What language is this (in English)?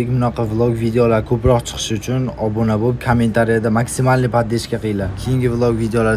Uzbek